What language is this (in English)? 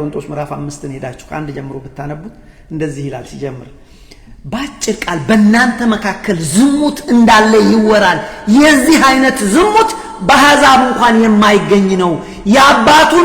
Amharic